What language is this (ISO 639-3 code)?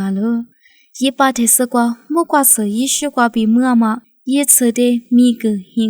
lis